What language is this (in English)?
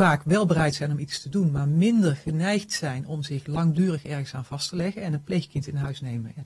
Dutch